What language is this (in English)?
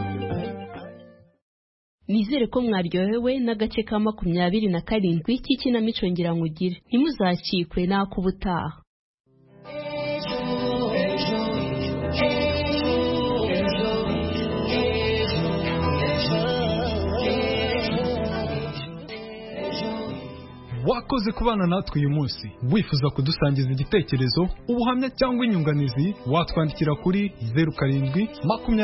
Kinyarwanda